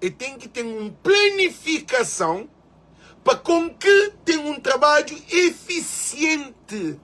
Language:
Kabuverdianu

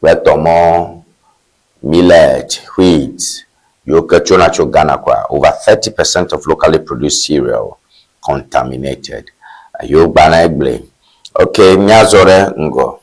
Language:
Ewe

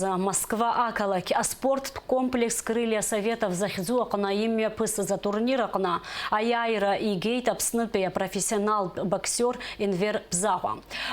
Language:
Abkhazian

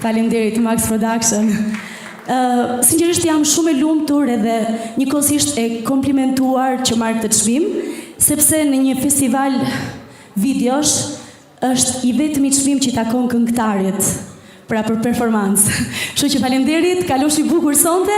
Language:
Albanian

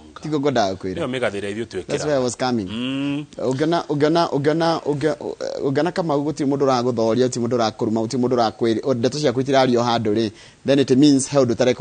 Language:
Kikuyu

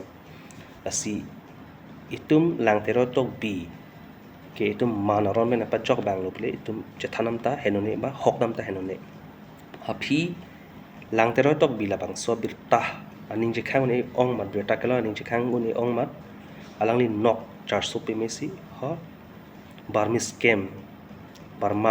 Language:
Karbi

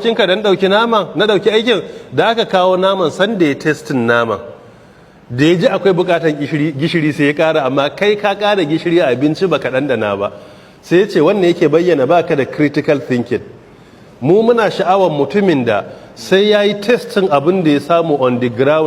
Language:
Hausa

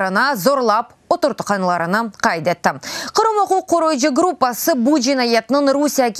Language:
Crimean Tatar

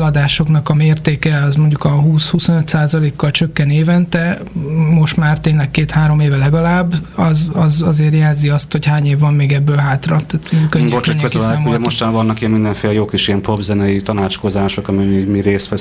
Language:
Hungarian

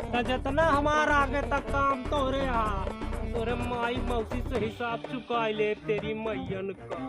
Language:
Awadhi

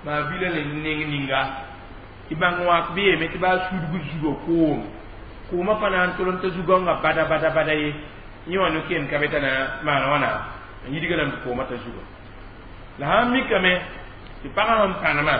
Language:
Mossi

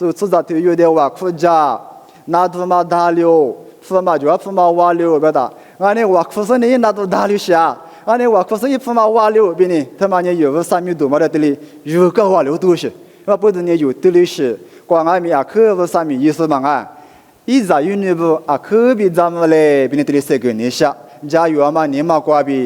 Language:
Lisu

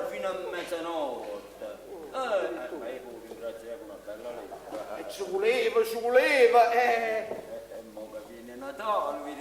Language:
Neapolitan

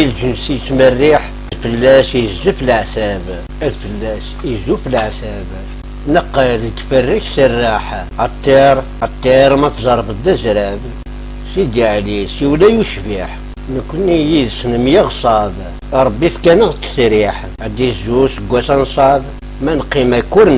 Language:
Kabyle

